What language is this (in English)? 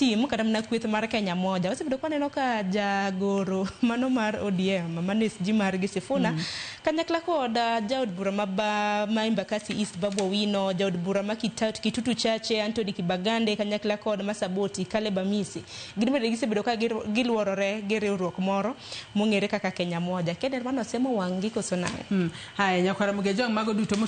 Luo (Kenya and Tanzania)